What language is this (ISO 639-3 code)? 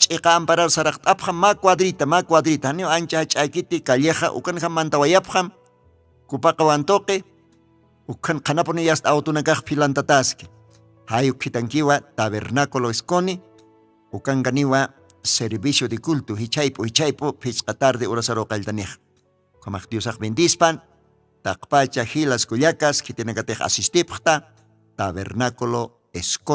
aym